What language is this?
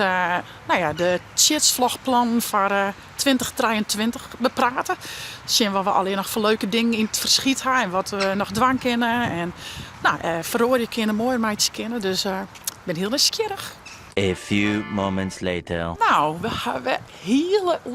Western Frisian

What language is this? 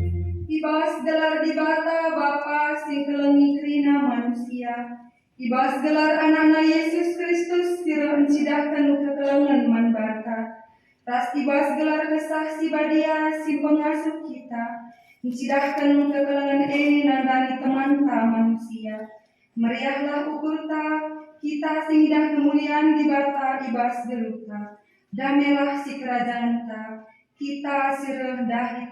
Batak Karo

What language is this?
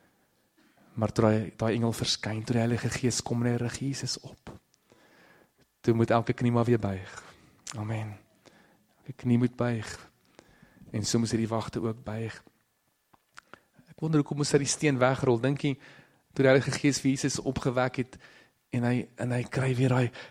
Afrikaans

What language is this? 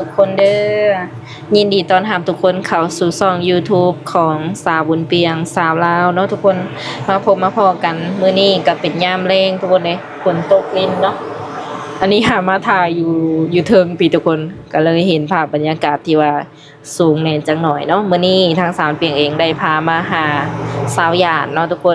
Lao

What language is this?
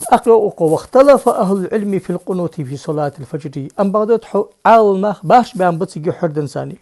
Ingush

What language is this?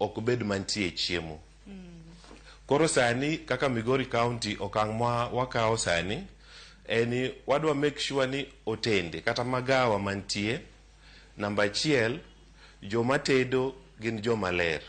Luo (Kenya and Tanzania)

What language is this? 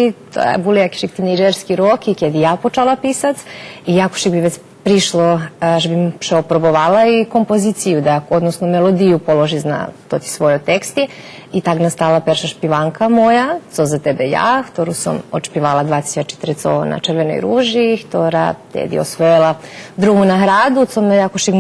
Rusyn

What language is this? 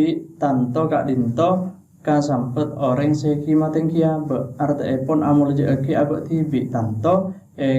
Madurese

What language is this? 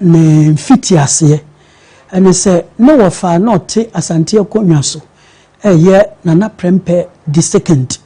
Akan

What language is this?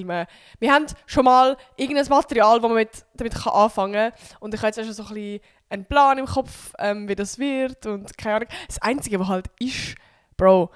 Swiss German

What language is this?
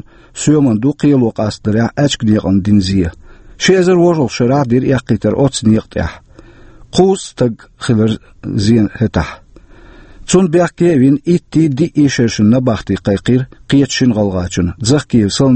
Chechen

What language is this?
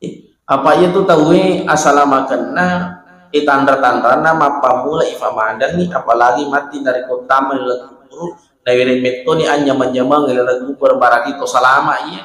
Buginese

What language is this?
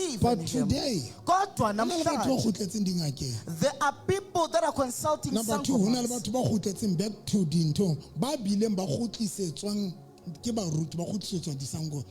Southern Sotho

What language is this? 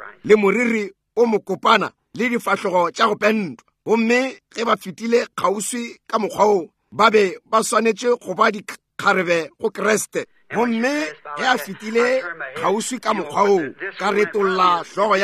Northern Sotho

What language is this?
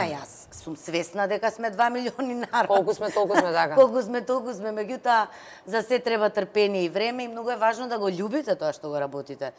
Macedonian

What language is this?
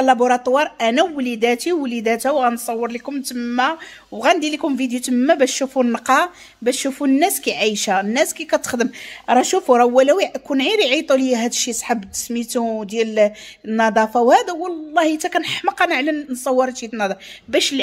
Moroccan Arabic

